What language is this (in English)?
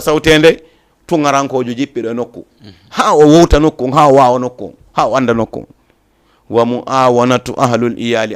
Fula